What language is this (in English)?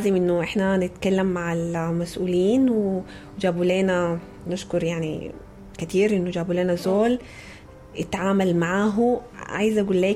Sudanese Arabic